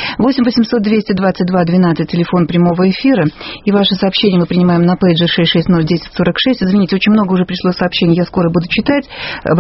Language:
Russian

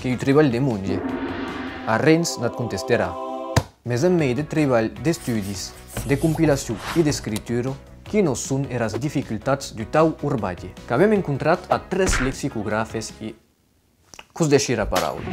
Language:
Occitan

